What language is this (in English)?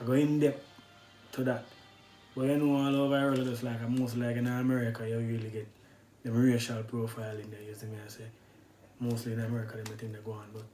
Jamaican Creole English